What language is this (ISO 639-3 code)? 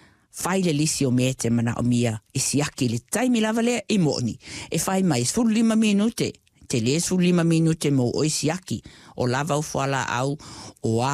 smo